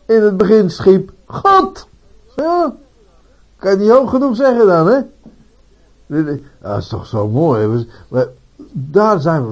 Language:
Dutch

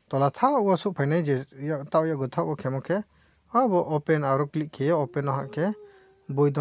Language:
Riang (India)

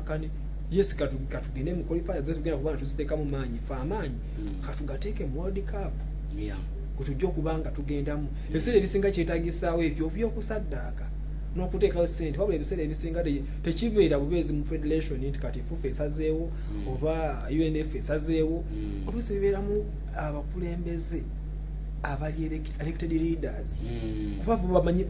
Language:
Ganda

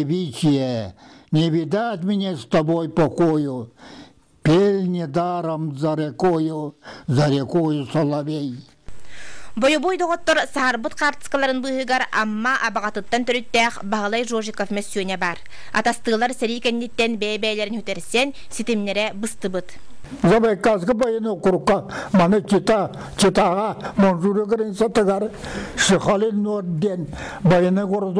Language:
Yakut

